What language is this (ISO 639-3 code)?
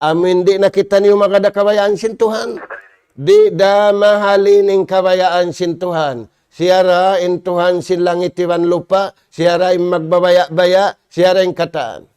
tsg